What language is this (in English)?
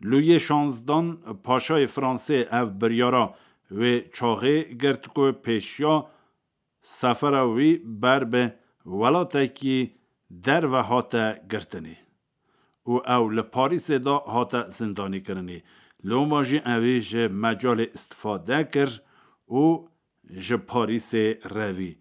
Kurdish